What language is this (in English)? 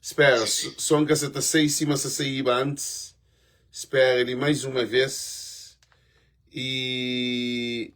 Kabuverdianu